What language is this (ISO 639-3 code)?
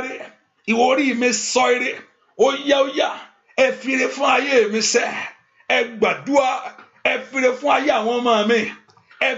yor